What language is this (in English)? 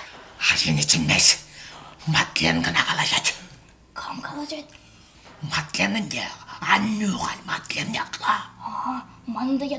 Chuvash